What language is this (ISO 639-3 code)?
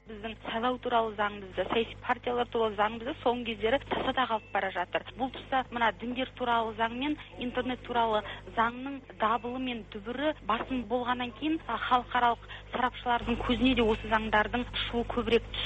kaz